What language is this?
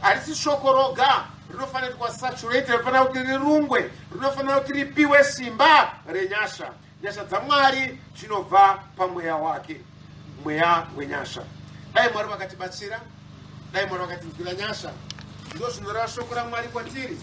Shona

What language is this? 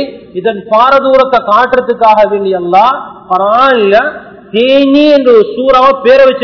Tamil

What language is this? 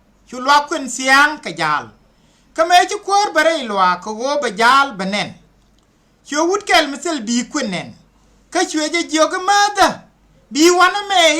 Nuer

